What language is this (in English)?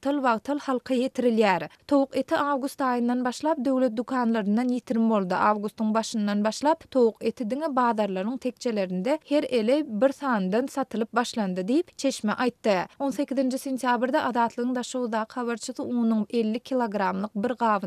Turkmen